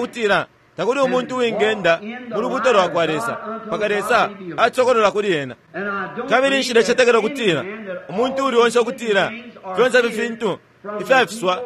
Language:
Bemba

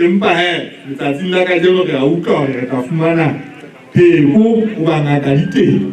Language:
Southern Sotho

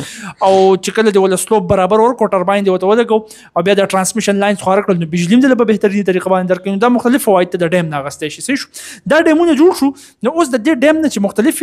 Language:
Pashto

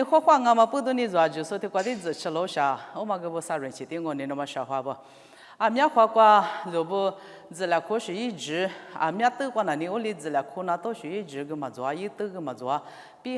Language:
Lisu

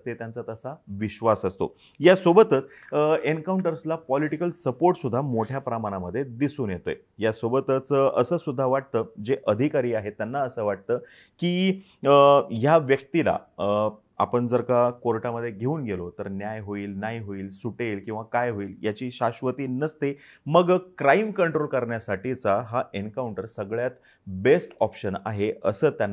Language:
Marathi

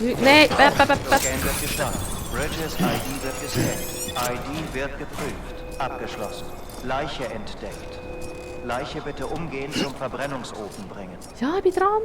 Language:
Swiss German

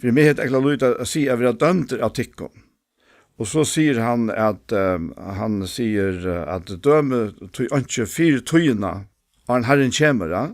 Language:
Faroese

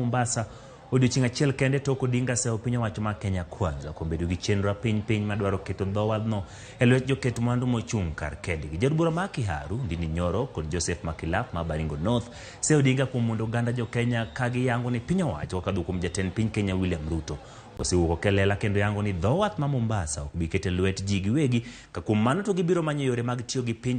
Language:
Luo (Kenya and Tanzania)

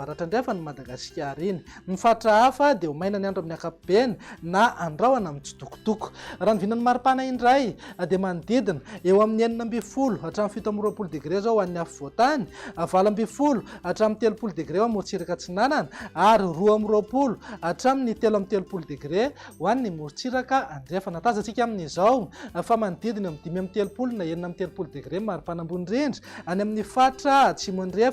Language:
Malagasy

